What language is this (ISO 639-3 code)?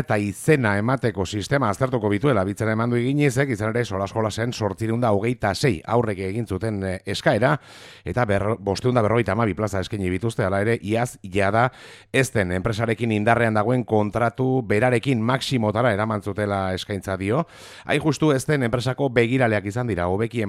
eus